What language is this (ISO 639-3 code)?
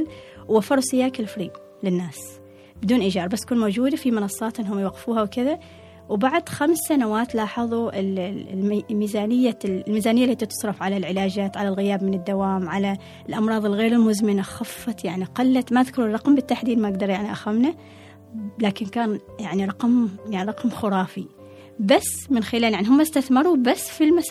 afb